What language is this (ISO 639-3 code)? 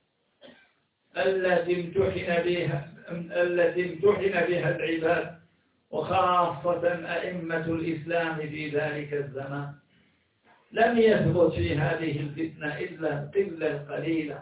ara